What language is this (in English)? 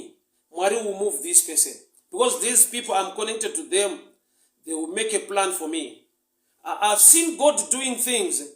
Shona